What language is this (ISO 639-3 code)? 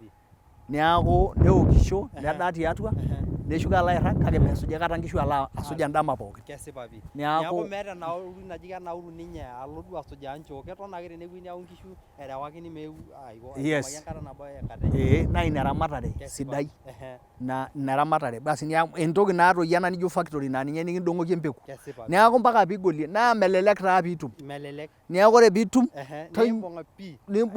mas